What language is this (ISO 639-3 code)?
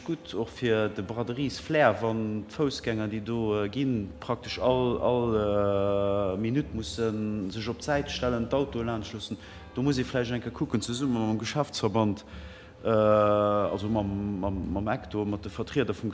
ltz